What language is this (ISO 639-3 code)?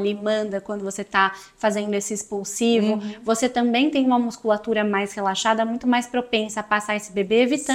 por